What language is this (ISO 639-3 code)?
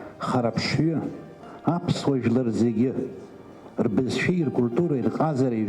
abk